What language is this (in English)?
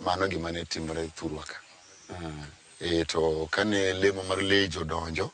Luo (Kenya and Tanzania)